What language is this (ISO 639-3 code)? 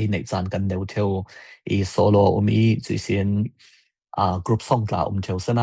cfm